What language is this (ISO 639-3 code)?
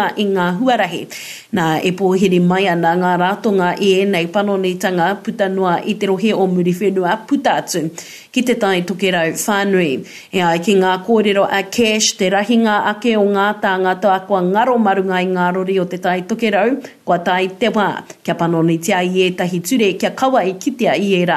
mri